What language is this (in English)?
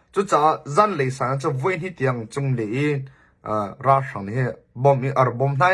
Hakha Chin